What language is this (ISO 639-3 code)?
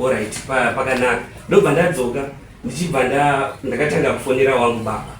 sna